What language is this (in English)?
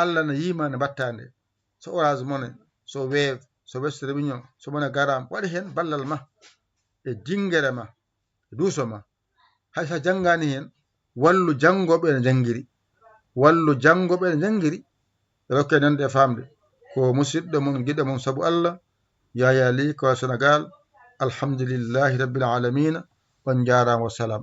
Fula